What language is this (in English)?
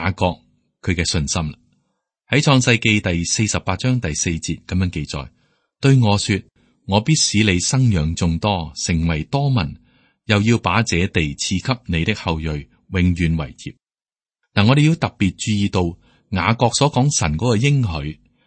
Cantonese